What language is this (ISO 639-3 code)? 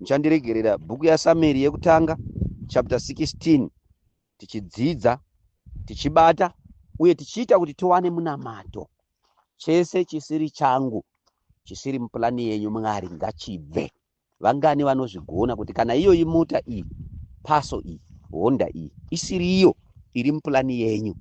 sna